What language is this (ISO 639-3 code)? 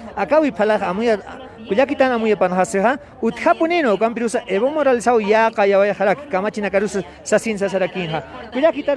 aym